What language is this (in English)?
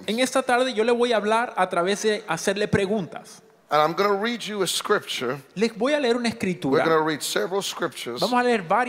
Spanish